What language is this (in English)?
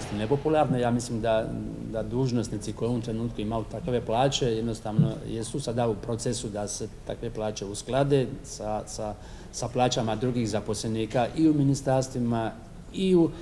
Croatian